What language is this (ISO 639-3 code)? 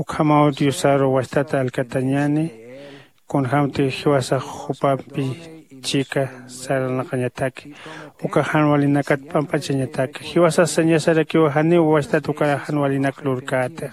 aym